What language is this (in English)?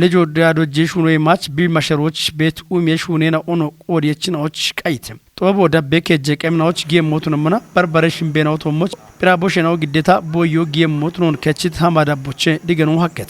Kafa